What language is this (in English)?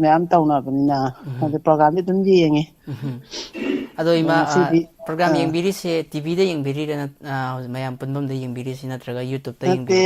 Manipuri